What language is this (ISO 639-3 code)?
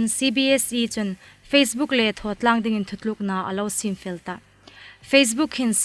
hmr